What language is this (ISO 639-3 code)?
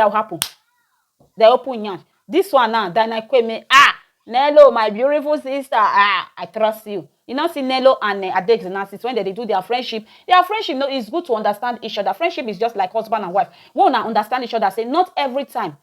pcm